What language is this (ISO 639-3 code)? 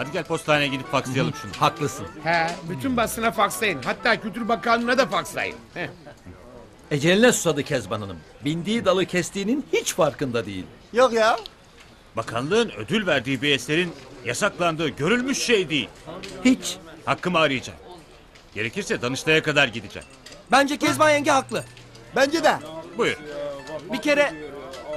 tur